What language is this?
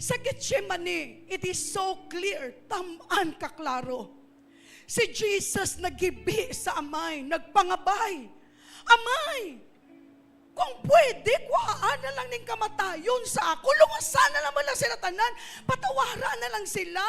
Hiligaynon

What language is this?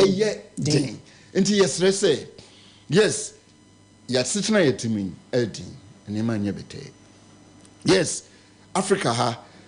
Akan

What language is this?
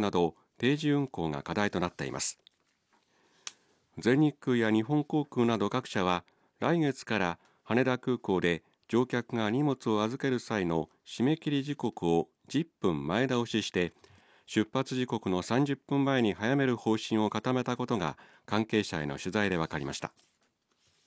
Japanese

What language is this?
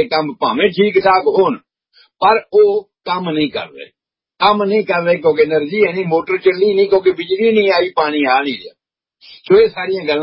Punjabi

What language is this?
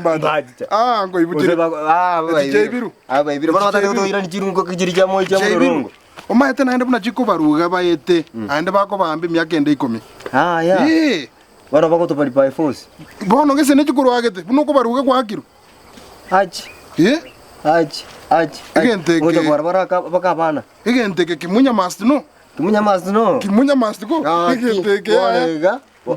Gusii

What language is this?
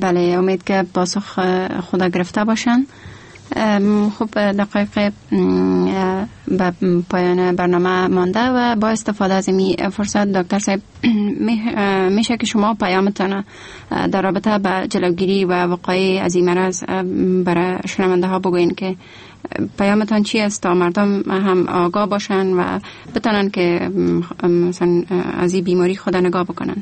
Persian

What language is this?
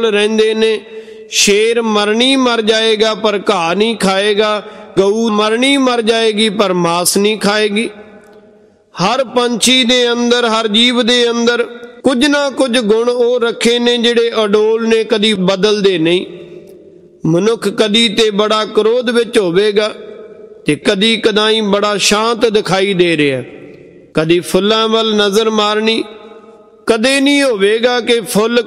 Punjabi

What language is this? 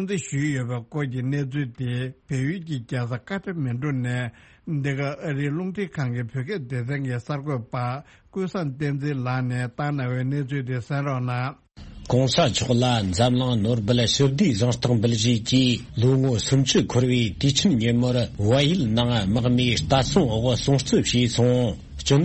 Tibetan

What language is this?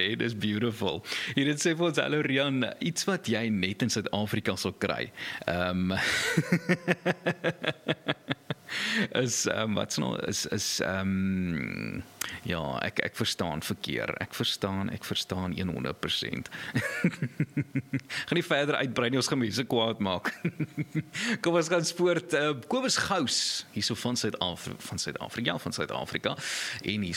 Afrikaans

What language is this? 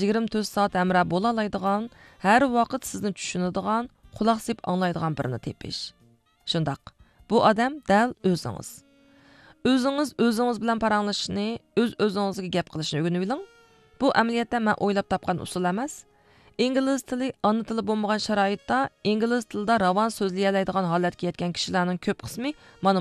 Uyghur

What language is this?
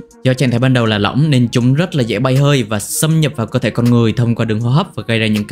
Vietnamese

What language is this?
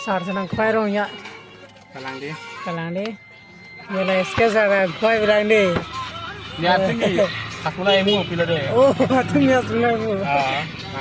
Karbi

